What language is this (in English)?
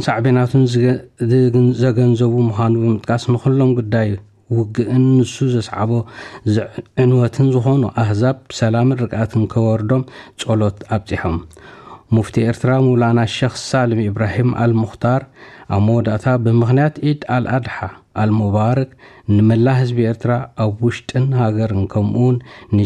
Tigrinya